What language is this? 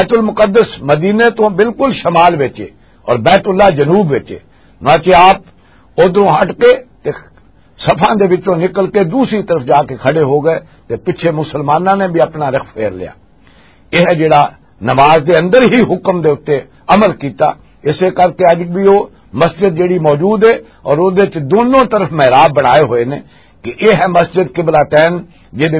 Western Panjabi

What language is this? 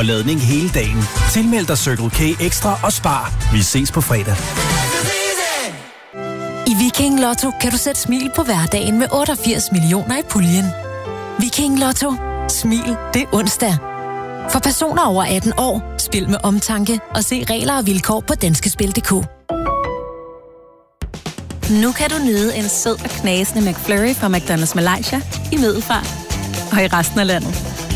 Danish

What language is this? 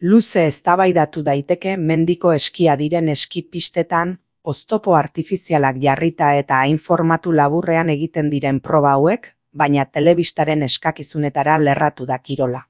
Basque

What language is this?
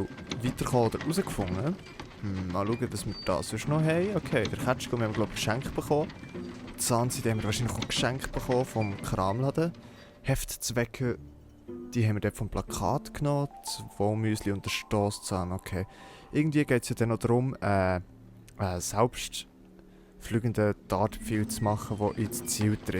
Swiss German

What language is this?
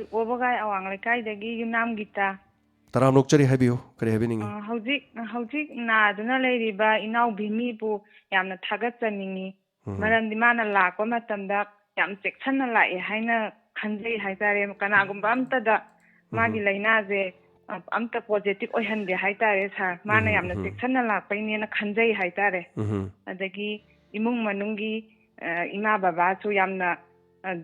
Manipuri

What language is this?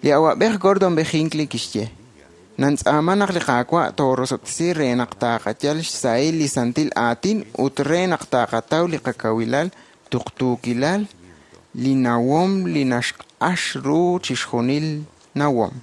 Kekchí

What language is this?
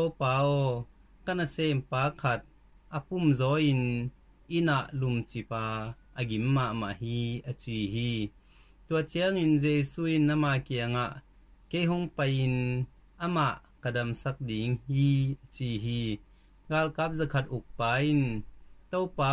Tedim Chin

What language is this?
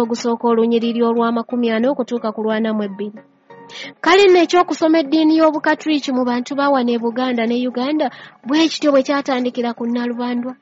Ganda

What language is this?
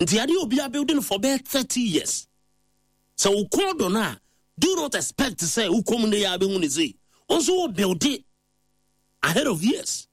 Akan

